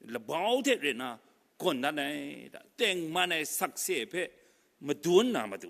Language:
Kachin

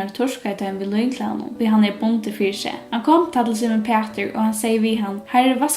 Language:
Faroese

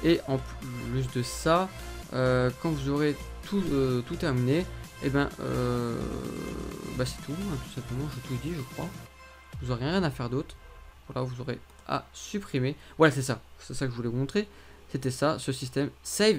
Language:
French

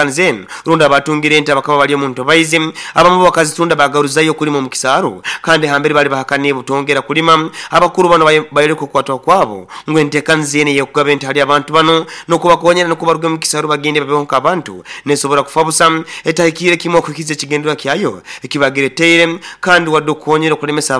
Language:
Nyoro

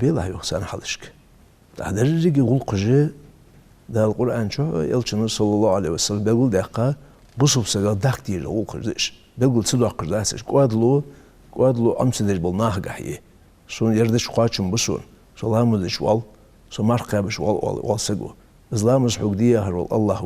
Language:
Ingush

